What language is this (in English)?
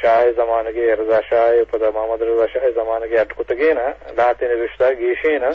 Eastern Balochi